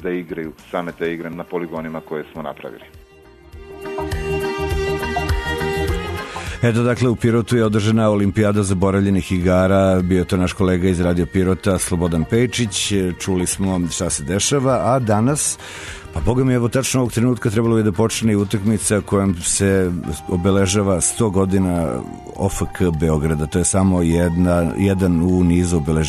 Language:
Serbian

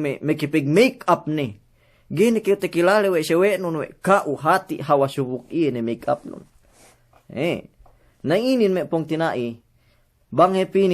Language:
Yakan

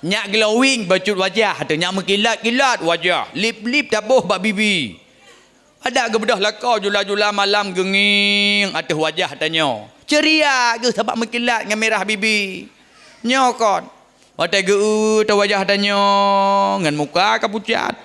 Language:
Achinese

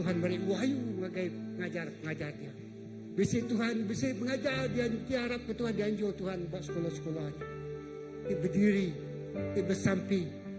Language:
Iban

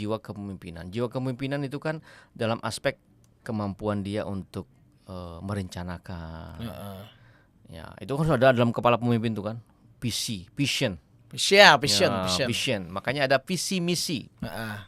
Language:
Banjar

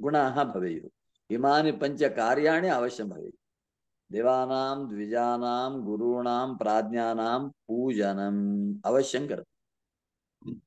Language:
Sanskrit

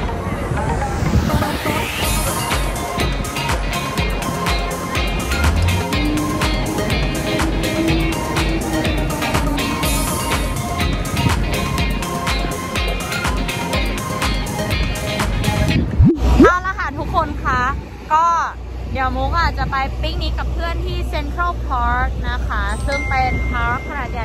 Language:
Thai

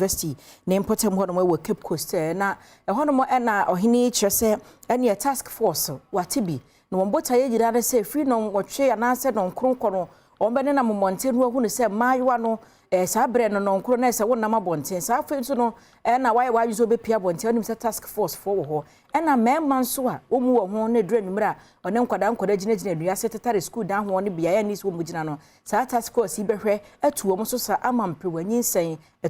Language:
Akan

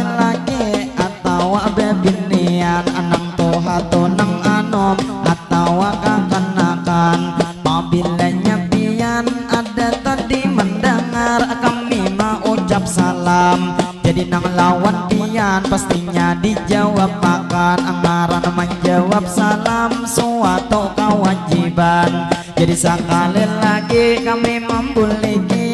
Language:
Banjar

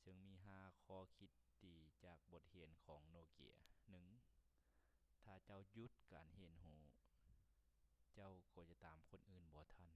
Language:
Lao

